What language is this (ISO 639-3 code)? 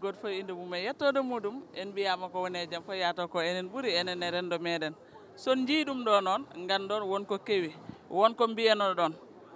ful